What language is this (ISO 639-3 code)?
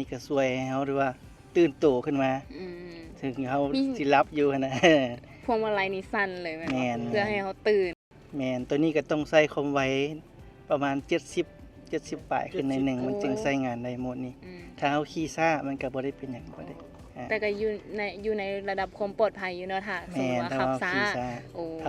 lao